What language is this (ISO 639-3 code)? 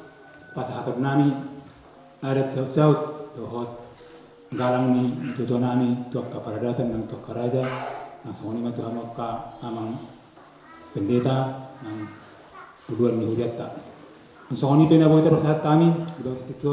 bbc